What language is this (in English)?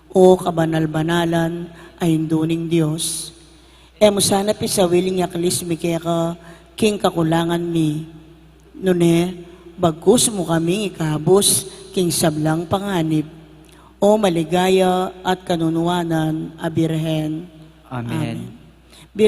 Pampanga